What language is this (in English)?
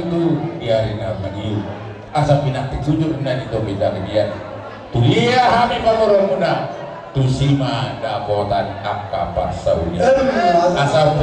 Batak Toba